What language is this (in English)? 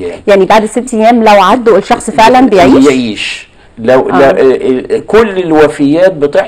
Egyptian Arabic